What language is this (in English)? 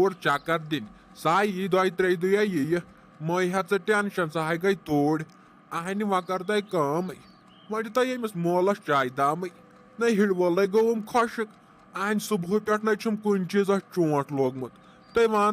Kashmiri